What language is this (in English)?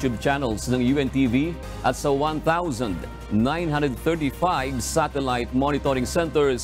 Filipino